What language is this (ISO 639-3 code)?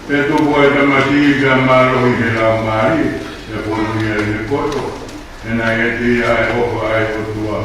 ton